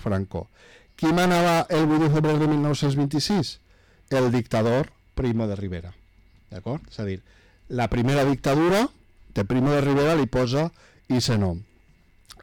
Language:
Catalan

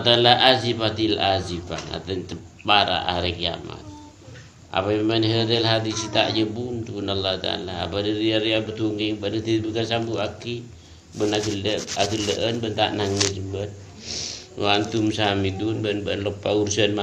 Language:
Madurese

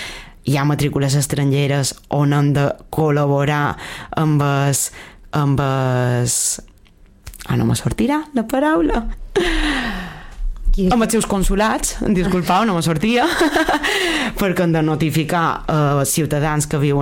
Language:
Catalan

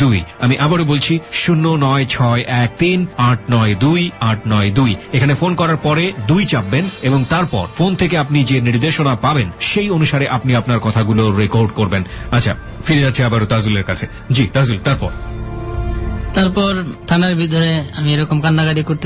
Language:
Bangla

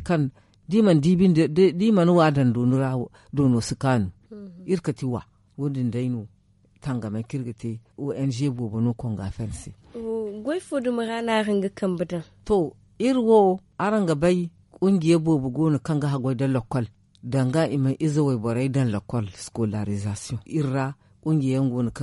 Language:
Zarma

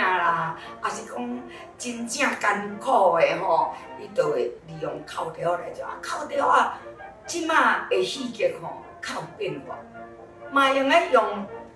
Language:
Min Nan Chinese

